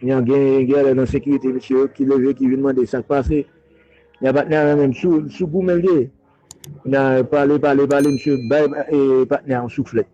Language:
Haitian Creole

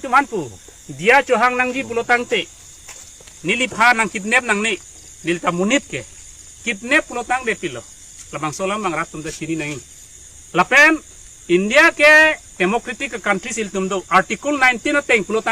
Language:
Karbi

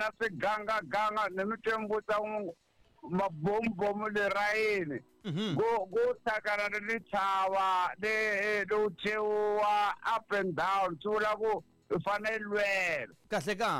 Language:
Tsonga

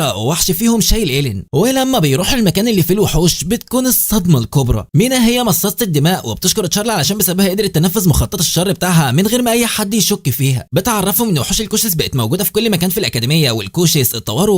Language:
Egyptian Arabic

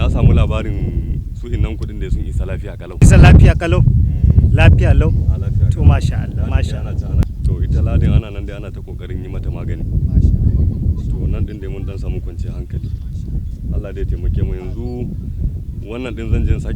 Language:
Hausa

